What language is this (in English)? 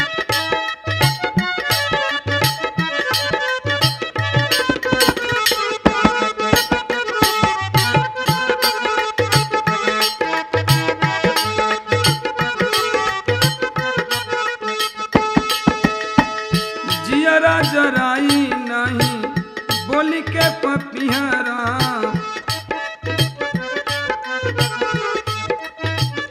Bhojpuri